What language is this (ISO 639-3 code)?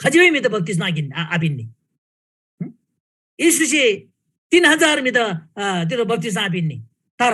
taj